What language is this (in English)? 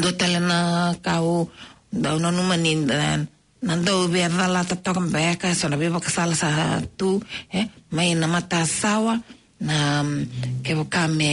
Fijian